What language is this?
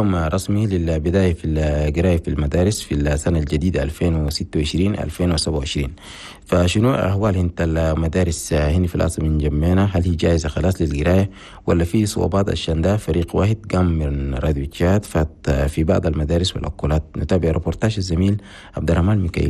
Chadian Arabic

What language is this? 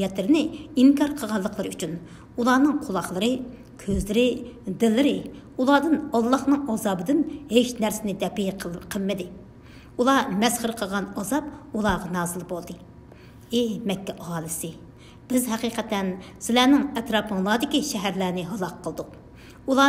Uyghur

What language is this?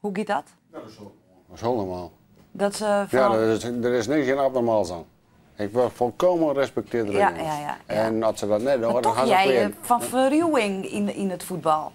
Western Frisian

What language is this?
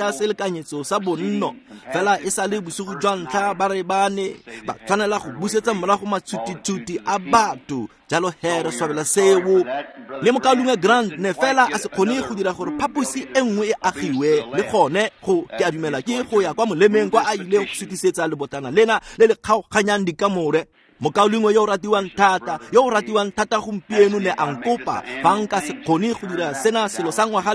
Tswana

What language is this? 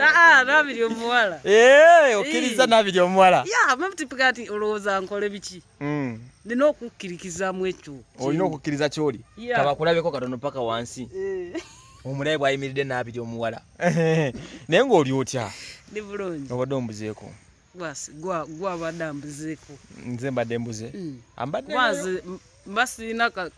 Ganda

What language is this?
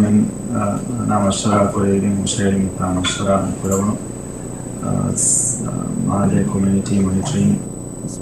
Divehi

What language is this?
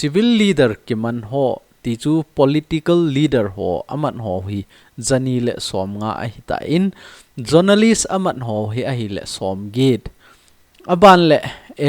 Thado Chin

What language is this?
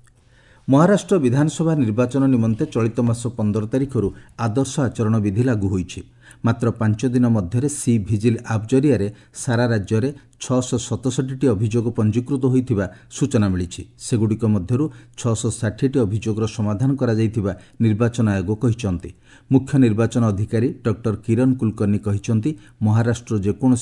Odia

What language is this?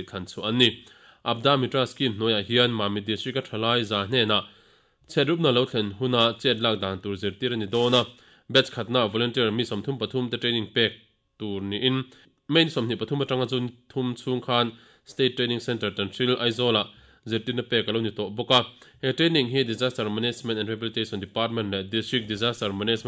Mizo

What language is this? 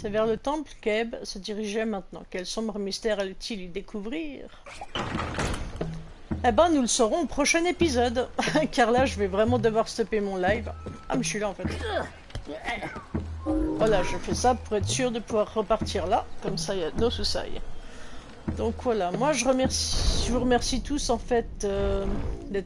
French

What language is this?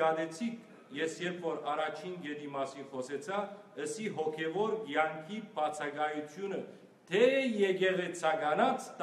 Western Armenian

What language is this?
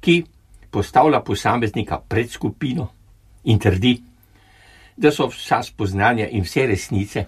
Slovenian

